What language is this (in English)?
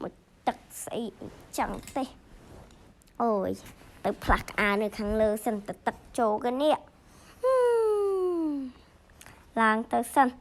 Khmer